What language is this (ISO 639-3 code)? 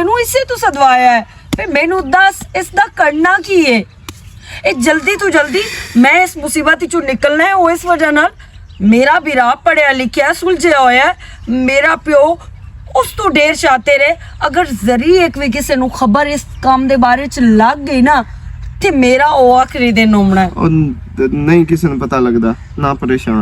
lah